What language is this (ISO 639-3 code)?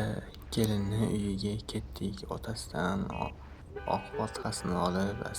uzb